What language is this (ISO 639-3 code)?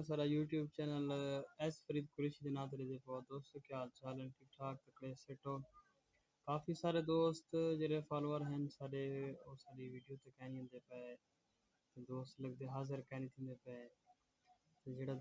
skr